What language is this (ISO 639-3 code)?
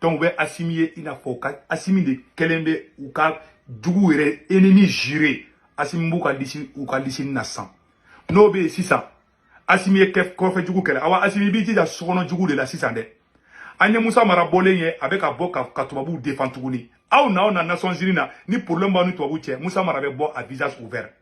bam